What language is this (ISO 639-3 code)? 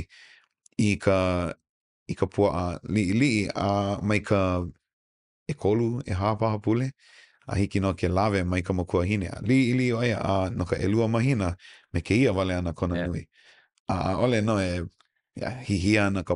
haw